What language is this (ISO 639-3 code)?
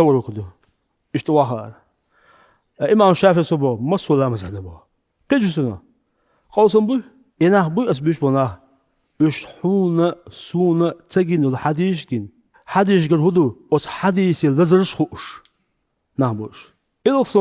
che